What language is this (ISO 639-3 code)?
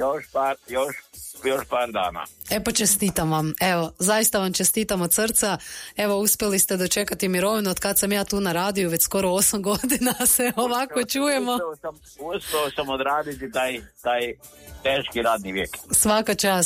hrv